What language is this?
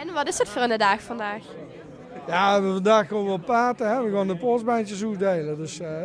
Limburgish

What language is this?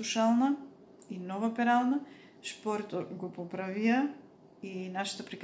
Macedonian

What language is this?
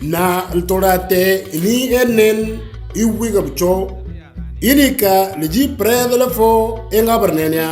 Moro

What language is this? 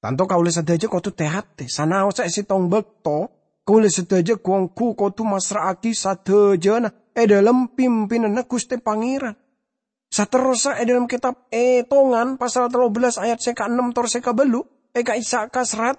Madurese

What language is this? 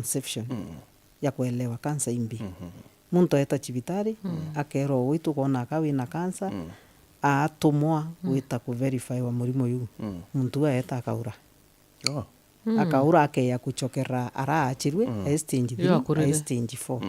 Meru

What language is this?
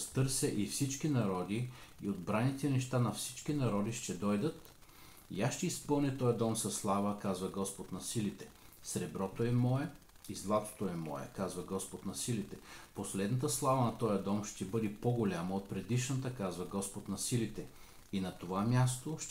Bulgarian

